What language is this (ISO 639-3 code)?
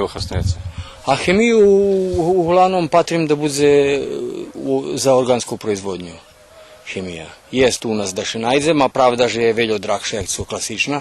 rue